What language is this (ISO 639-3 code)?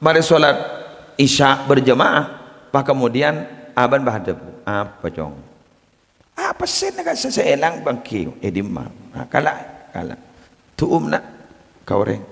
mad